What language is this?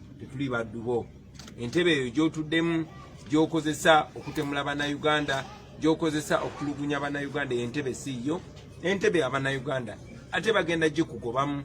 Ganda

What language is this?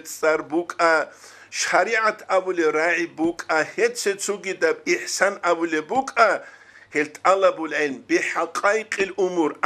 Avaric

